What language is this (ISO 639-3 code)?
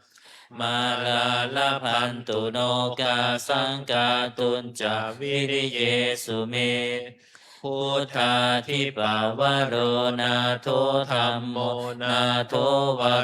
pli